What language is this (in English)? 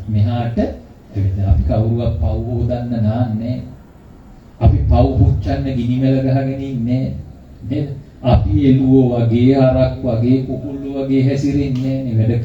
Sinhala